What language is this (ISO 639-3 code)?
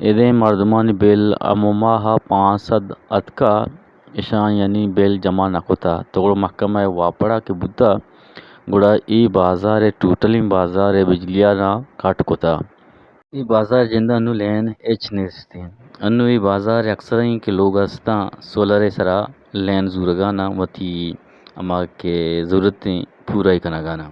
bgp